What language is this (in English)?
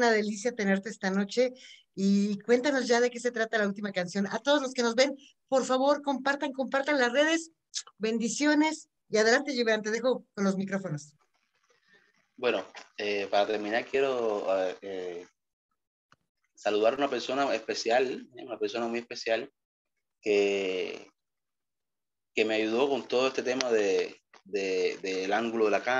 Spanish